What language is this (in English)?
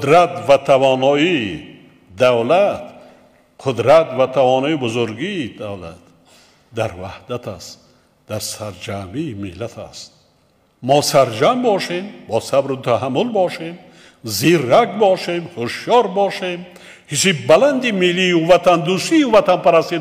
Tajik